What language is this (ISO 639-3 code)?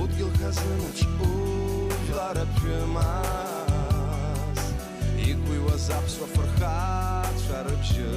abk